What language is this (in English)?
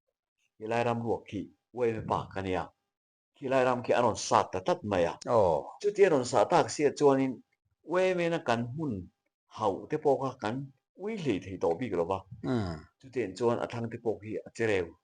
Mizo